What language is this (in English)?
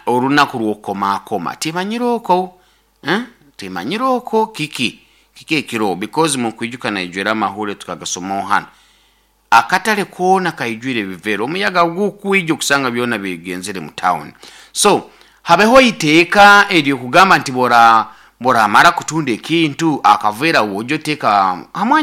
Nyoro